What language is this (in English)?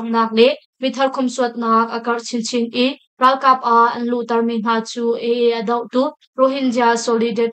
Hakha Chin